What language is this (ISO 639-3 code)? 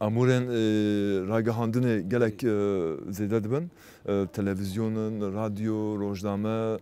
kur